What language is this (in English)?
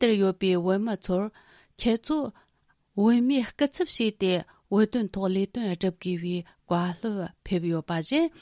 Tibetan